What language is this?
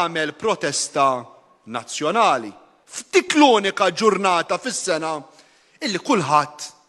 Maltese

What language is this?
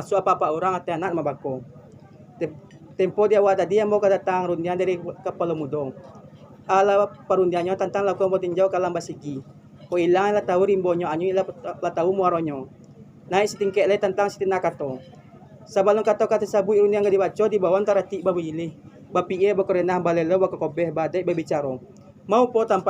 Minangkabau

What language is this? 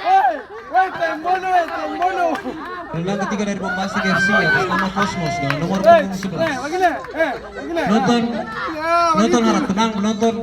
Ambonese Malay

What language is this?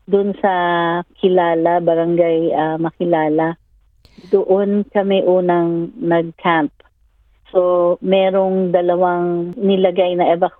Filipino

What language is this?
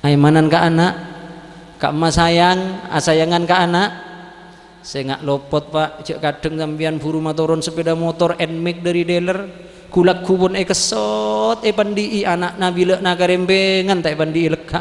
Madurese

